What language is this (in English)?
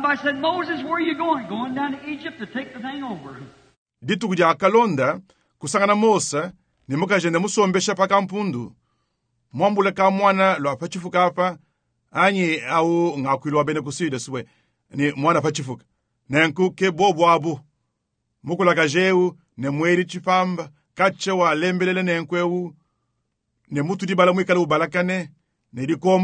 Luba-Lulua